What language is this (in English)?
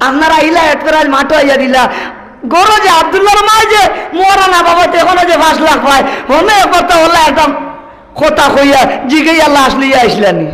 Sylheti